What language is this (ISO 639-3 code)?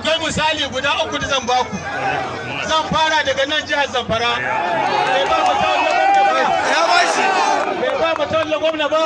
hau